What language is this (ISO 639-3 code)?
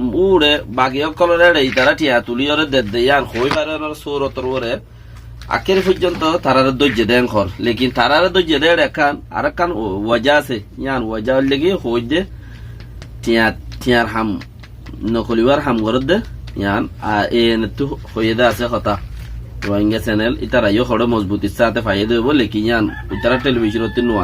rhg